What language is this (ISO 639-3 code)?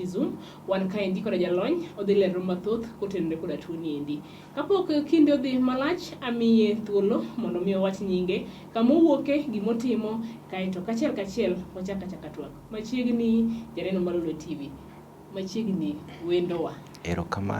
luo